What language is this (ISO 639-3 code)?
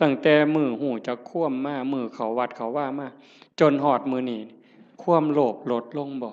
tts